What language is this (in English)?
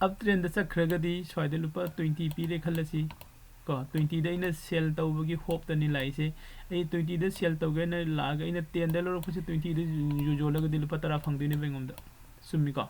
Manipuri